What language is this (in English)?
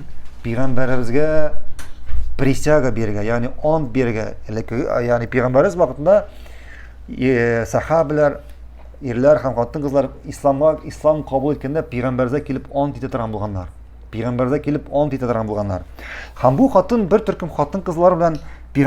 Tatar